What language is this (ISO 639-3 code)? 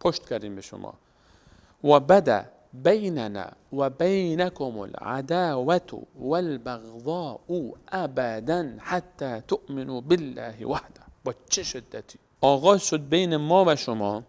fas